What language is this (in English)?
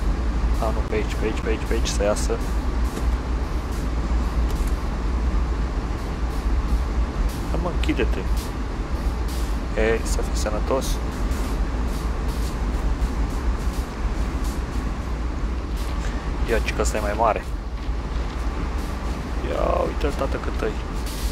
Romanian